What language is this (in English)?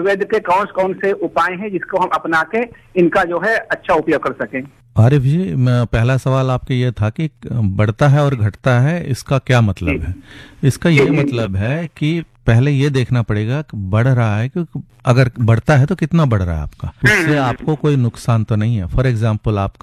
Hindi